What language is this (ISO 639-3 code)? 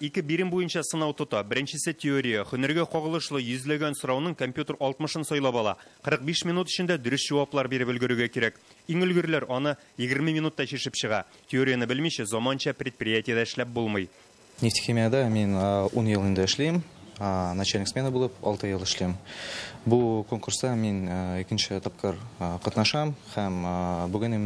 tat